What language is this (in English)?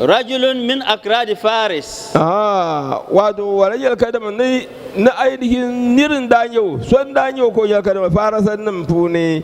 Dagbani